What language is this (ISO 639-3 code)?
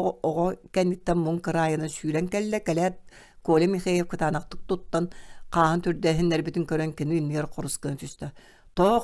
sah